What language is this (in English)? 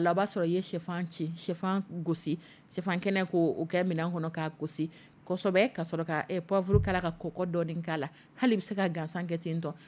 Dyula